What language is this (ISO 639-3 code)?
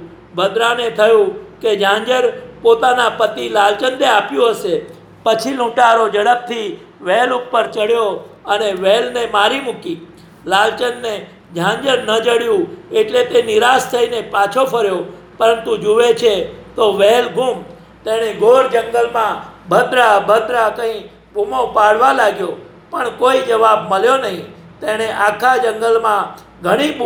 guj